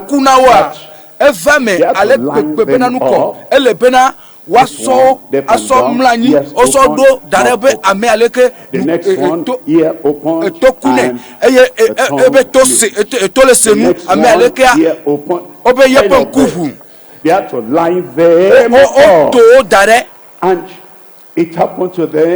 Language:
Ewe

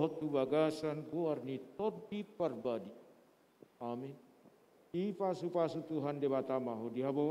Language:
Batak Toba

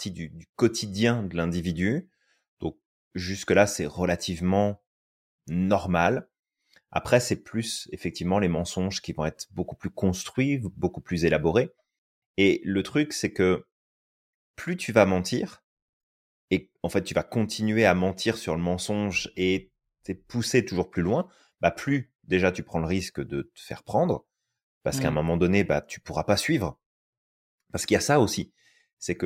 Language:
French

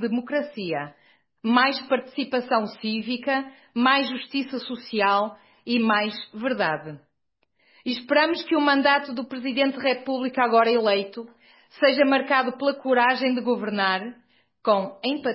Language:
Portuguese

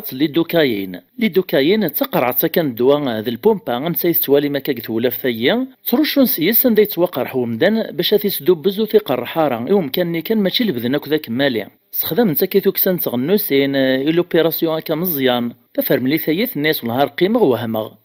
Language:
Kabyle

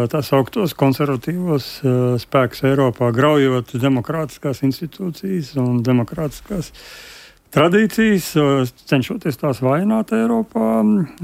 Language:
Latvian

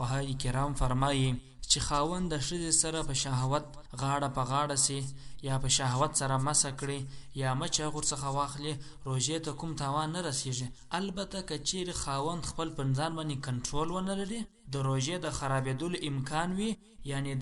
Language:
Pashto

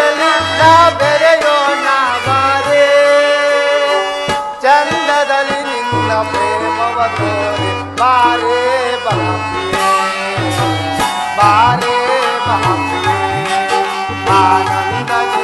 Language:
Kannada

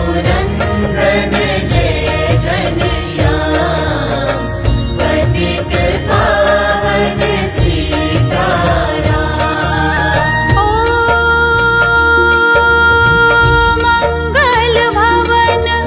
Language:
Hindi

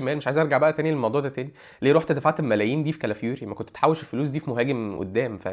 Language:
Egyptian Arabic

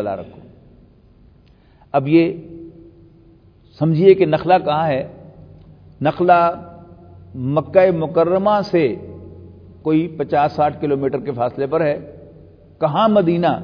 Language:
Urdu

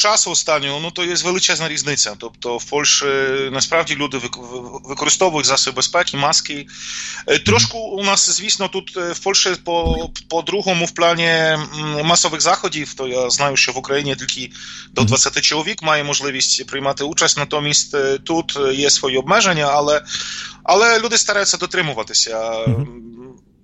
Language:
Ukrainian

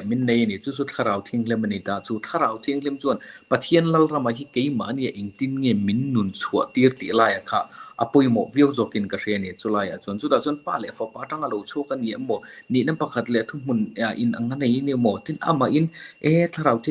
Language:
Mizo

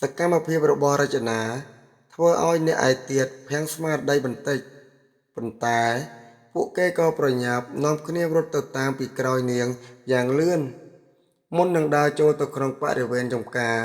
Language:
Khmer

